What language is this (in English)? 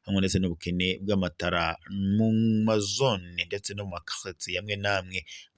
Rundi